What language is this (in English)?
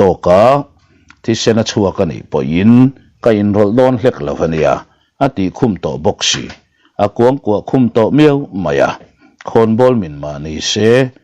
Mizo